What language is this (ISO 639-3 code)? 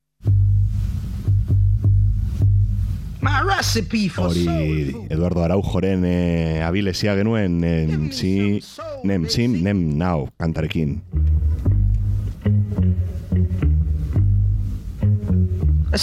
eus